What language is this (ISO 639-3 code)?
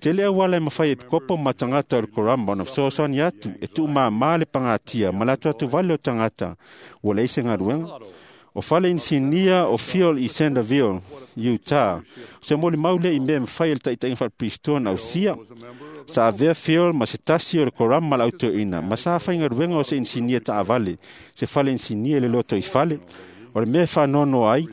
smo